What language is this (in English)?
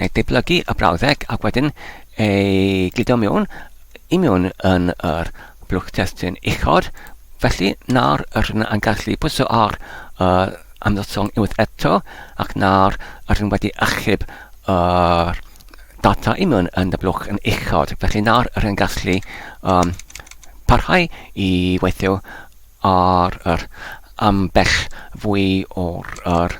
Welsh